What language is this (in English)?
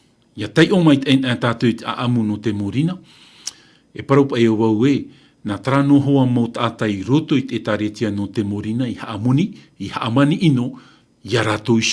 Tahitian